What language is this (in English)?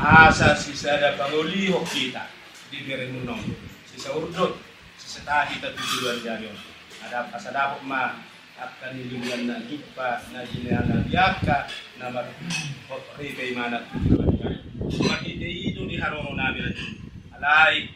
Batak Toba